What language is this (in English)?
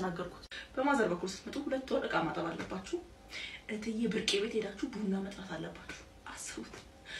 Amharic